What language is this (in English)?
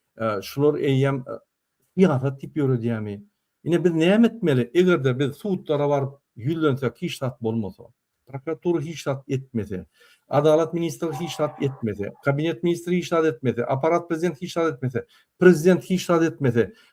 Turkmen